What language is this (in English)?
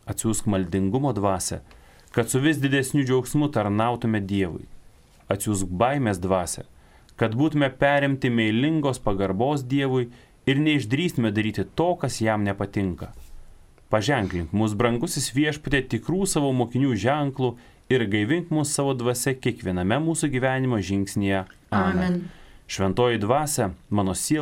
Lithuanian